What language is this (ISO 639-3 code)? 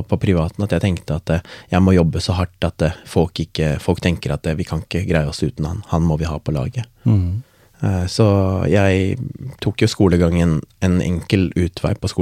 nor